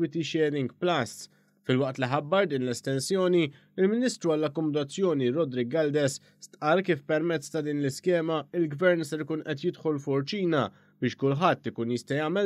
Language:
Maltese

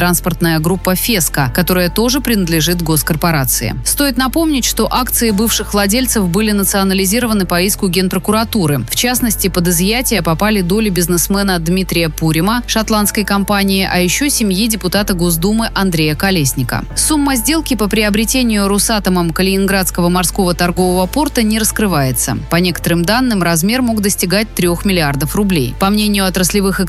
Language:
Russian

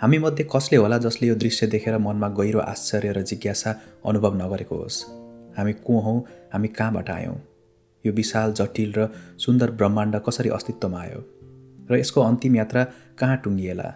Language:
Nepali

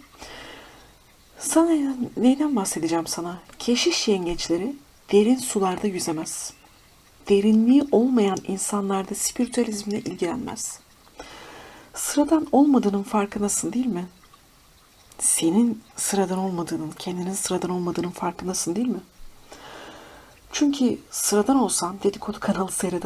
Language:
Turkish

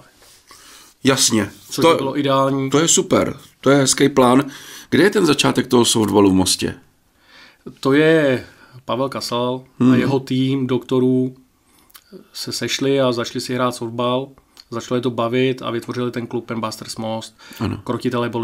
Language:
Czech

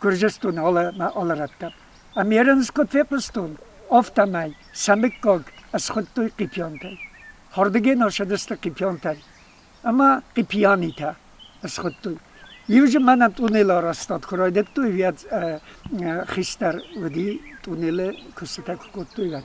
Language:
Ossetic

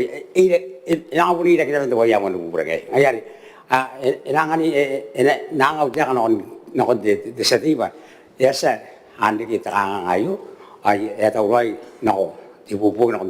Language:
Gilbertese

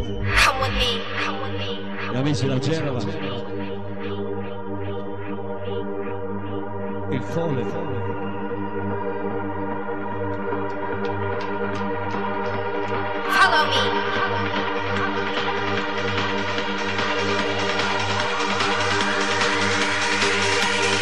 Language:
Italian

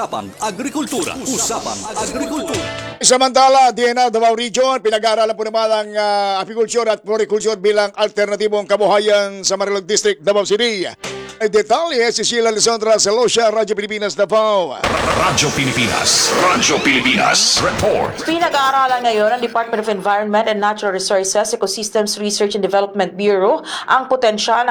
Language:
Filipino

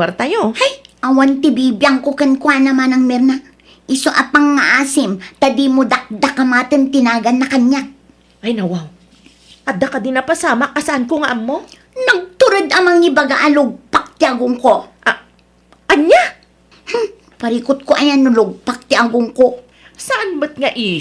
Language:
Iloko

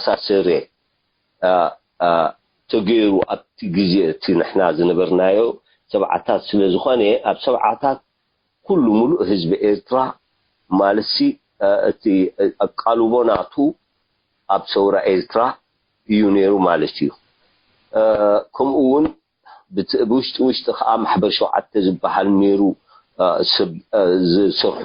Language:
Tigrinya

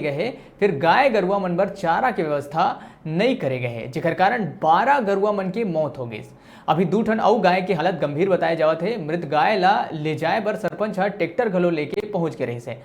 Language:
Chhattisgarhi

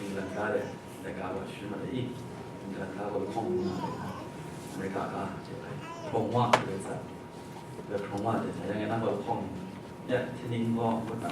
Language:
Kachin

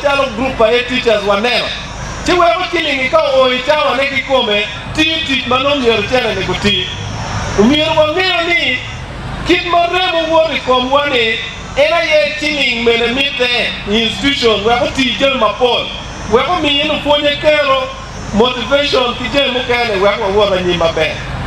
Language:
Acoli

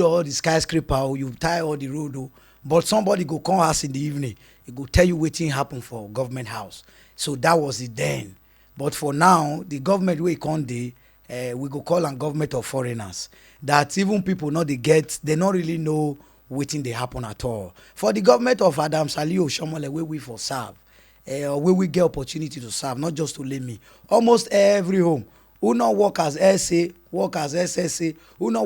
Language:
Nigerian Pidgin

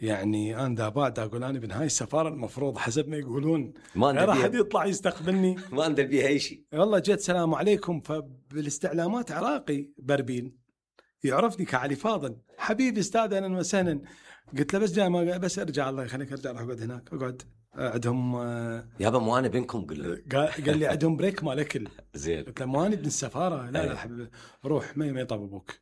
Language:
Mesopotamian Arabic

